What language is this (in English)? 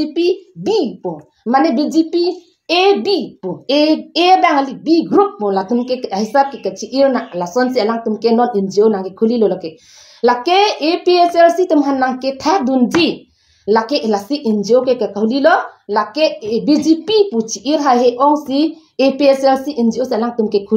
Karbi